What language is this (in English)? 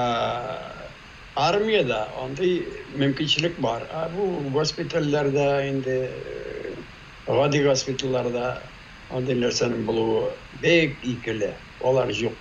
Tatar